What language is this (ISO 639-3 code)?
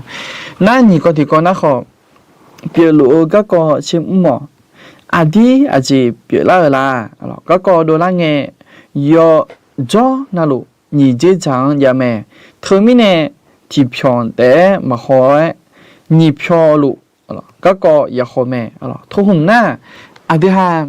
ahk